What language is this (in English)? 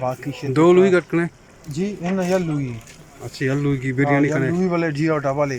Eastern Balochi